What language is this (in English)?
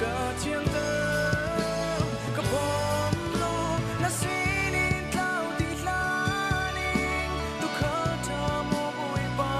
Hakha Chin